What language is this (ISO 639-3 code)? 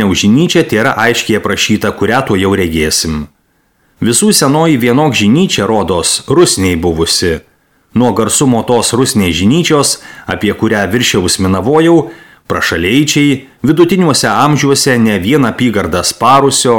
lit